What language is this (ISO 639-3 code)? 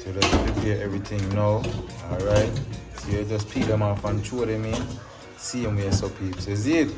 jam